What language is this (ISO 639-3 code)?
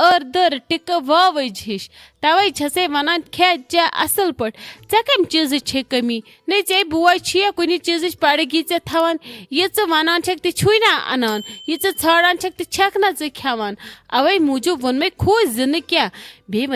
kas